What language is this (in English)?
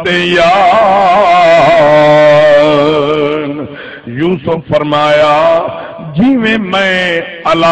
Saraiki